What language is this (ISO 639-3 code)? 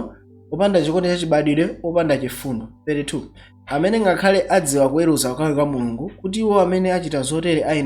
nya